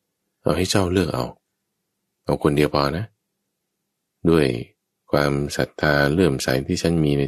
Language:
Thai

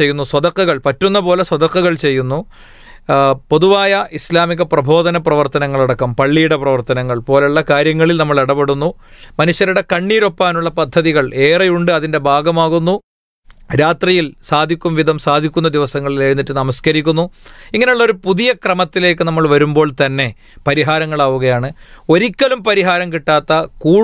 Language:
Malayalam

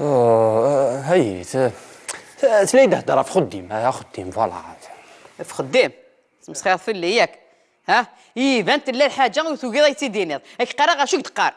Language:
Kabyle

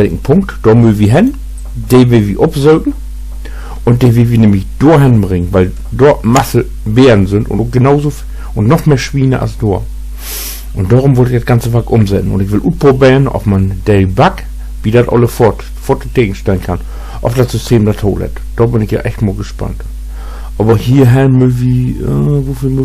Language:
Low German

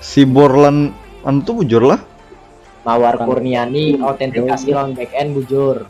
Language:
Banjar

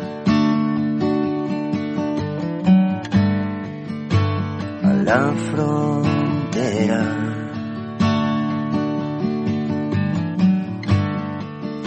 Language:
Catalan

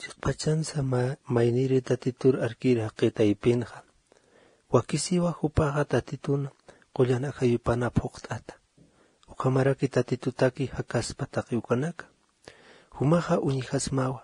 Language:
Aymara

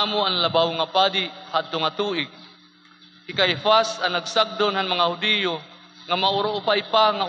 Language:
Waray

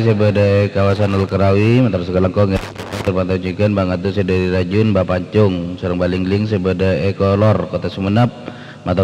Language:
Madurese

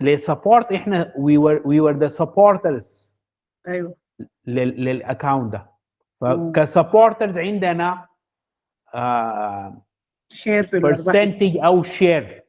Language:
Sudanese Arabic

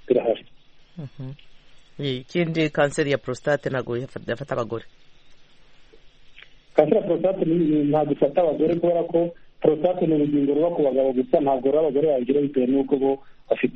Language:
Kinyarwanda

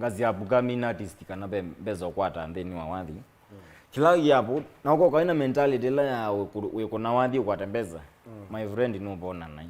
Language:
Kamba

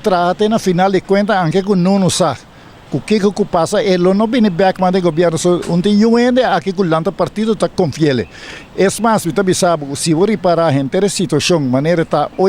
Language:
Papiamento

